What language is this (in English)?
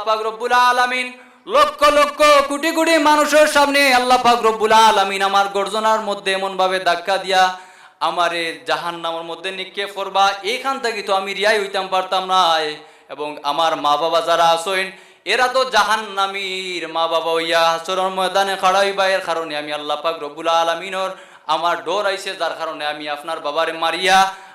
Sylheti